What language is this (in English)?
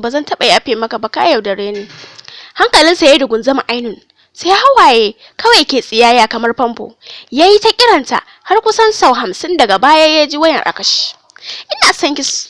Hausa